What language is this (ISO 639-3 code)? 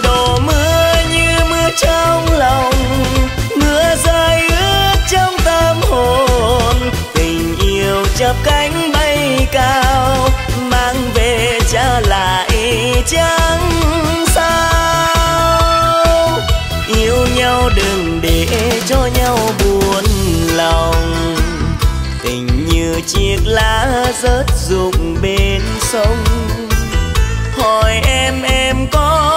vie